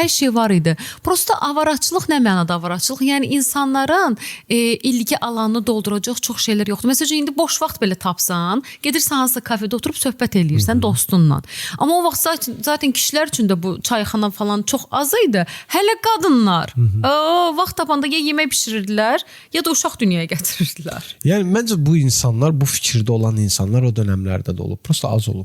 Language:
Azerbaijani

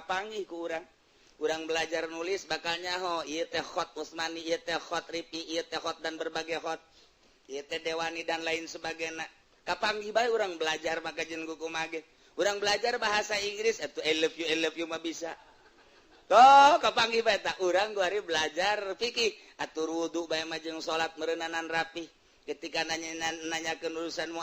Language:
Sundanese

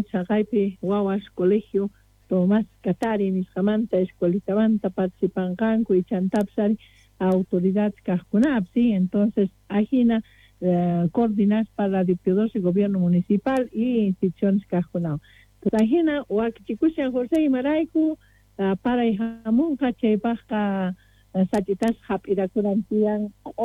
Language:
South Bolivian Quechua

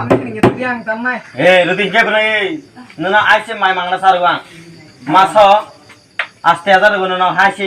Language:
Kok Borok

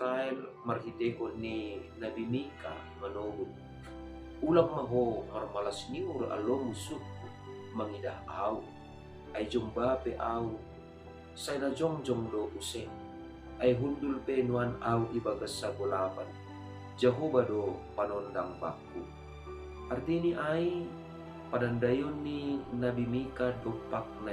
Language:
Batak Simalungun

